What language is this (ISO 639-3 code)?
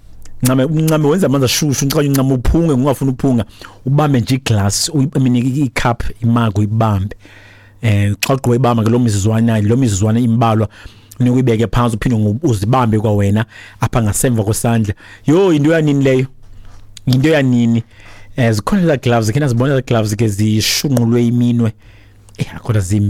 xho